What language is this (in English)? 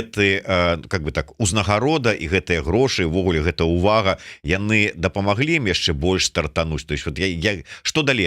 Belarusian